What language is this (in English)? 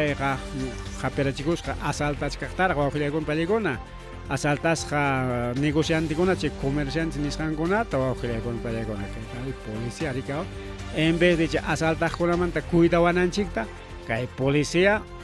Ayacucho Quechua